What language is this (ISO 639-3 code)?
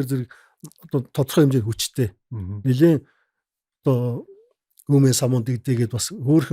mon